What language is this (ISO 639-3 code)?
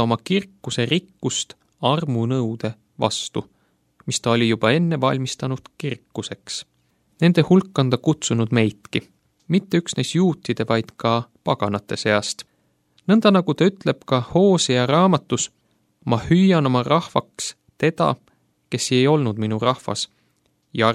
est